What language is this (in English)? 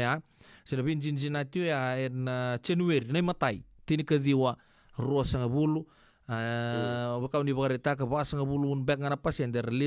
Fijian